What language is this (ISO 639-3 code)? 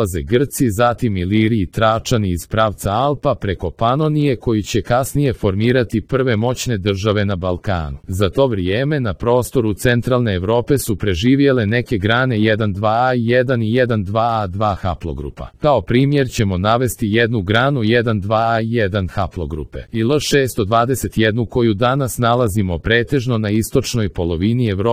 srp